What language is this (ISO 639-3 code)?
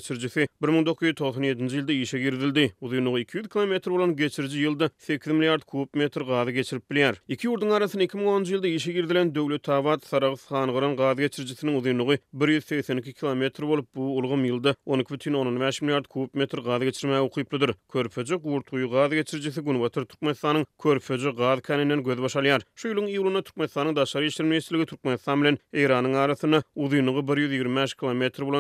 tuk